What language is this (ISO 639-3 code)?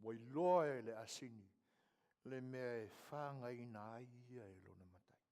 smo